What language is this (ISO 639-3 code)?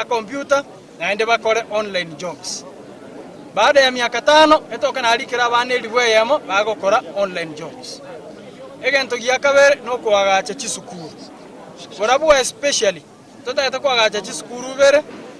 guz